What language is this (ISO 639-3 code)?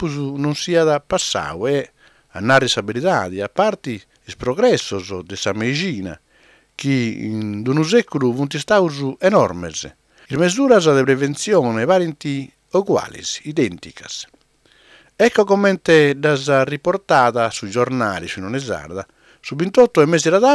srd